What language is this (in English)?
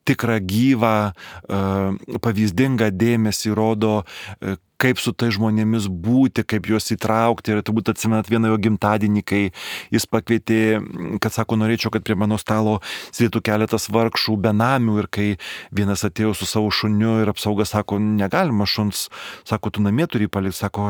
Lithuanian